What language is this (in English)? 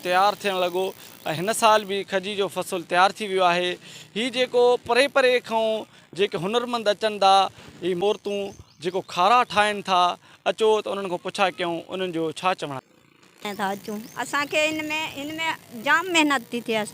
Sindhi